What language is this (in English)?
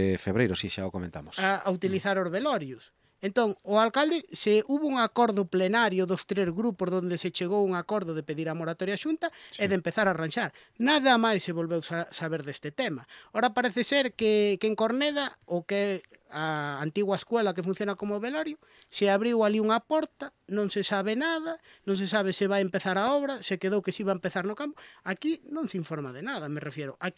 Galician